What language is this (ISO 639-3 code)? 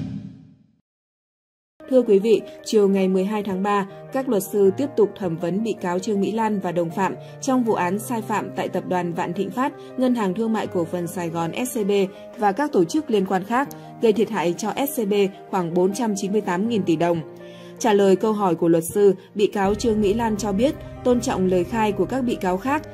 vie